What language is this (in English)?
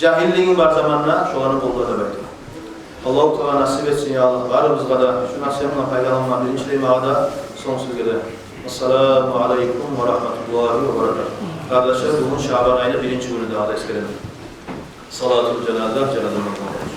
Kumyk